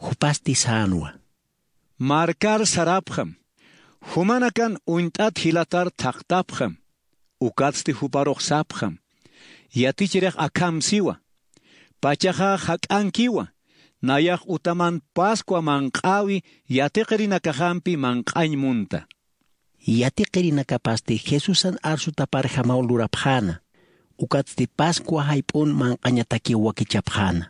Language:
Aymara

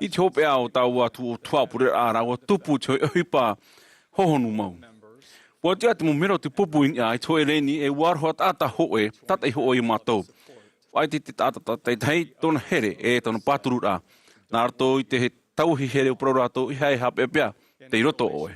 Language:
Tahitian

